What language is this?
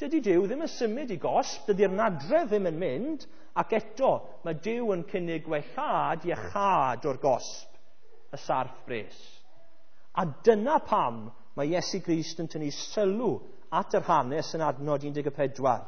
Welsh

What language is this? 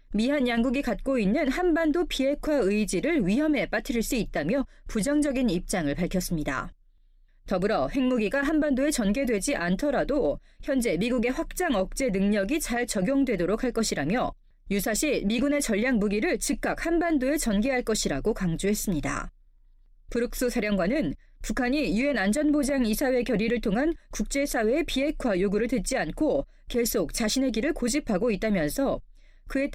Korean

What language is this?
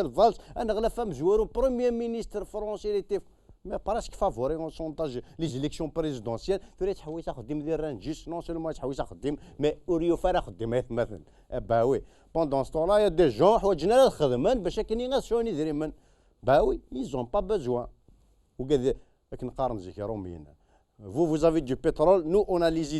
Kabyle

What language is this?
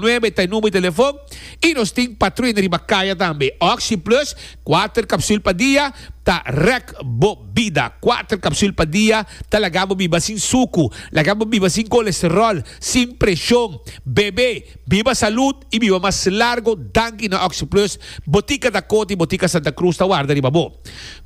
Papiamento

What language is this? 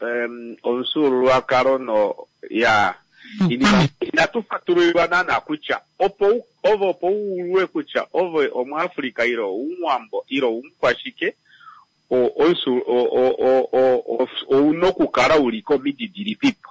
Kuanyama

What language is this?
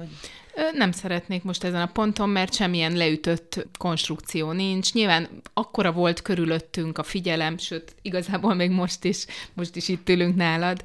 Hungarian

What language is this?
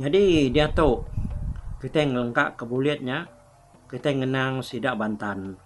Iban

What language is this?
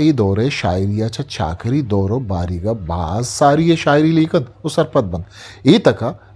Eastern Balochi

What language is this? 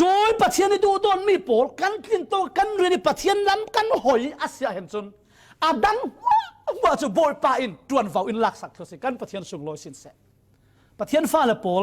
Falam Chin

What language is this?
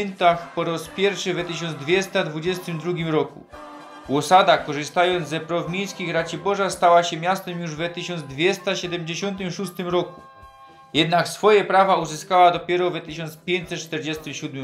Silesian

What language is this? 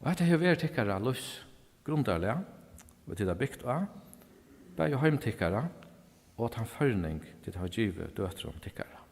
Faroese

